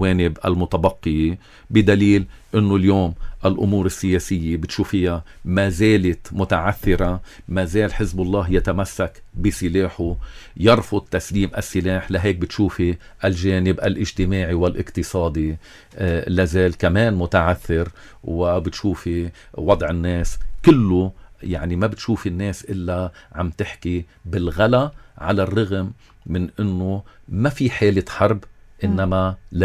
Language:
North Levantine Arabic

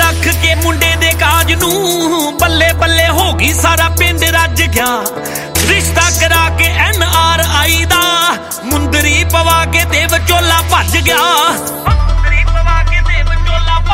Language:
Punjabi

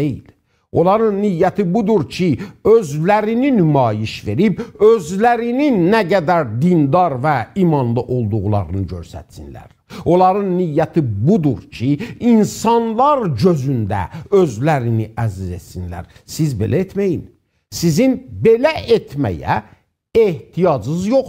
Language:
South Azerbaijani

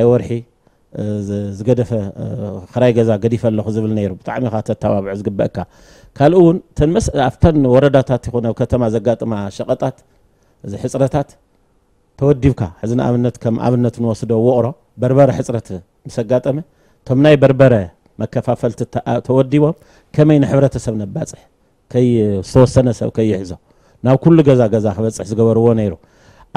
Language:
Tigrinya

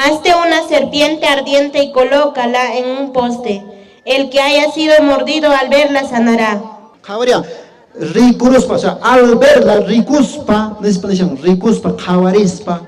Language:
Quechua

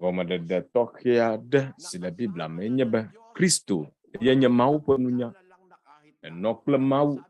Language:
Ewe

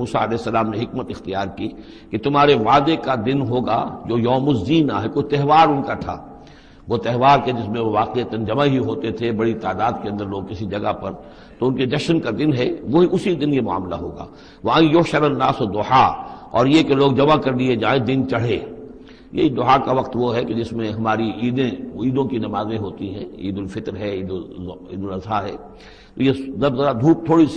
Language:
Urdu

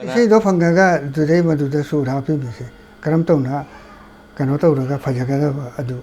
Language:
Manipuri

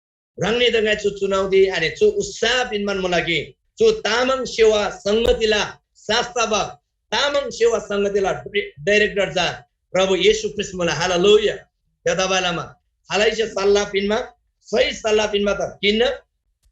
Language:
Eastern Tamang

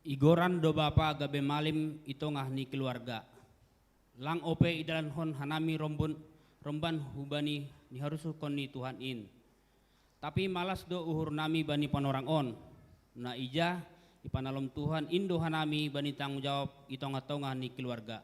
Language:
Batak Simalungun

